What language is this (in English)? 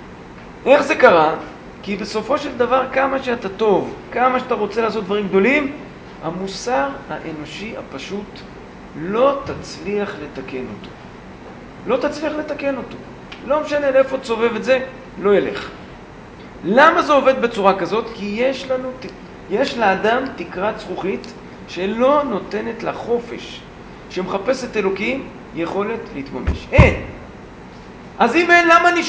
Hebrew